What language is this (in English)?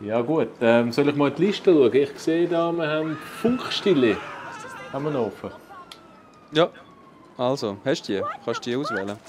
Swiss German